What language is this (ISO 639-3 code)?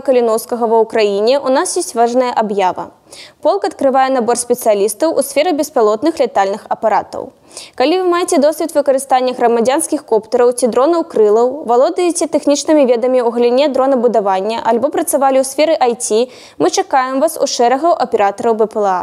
bel